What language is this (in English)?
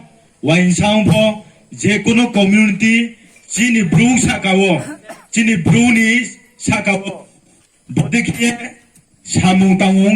Riang (India)